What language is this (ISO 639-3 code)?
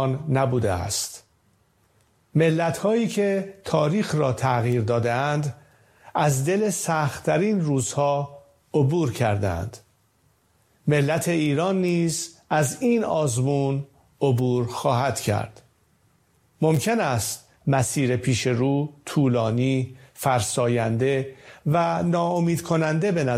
fas